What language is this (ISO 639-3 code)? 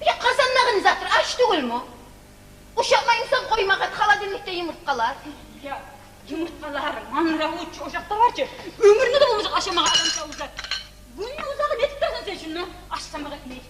kum